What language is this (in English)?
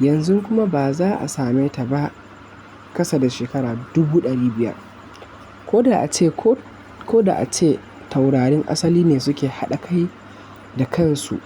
Hausa